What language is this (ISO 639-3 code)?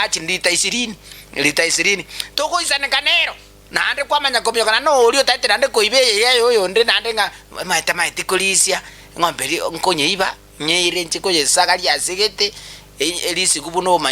guz